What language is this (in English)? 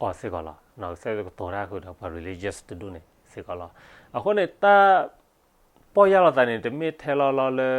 S'gaw Karen